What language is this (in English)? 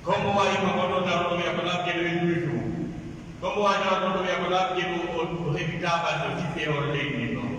Pular